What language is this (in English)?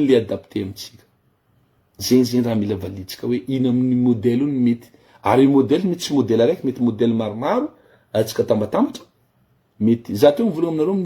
Malagasy